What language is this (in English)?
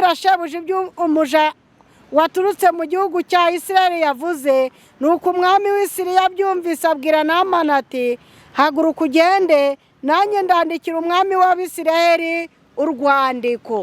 Kinyarwanda